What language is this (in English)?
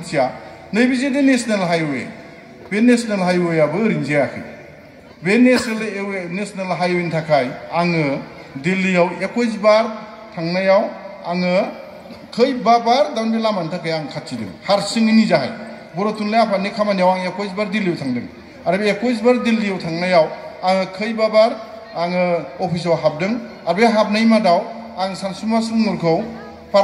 Bodo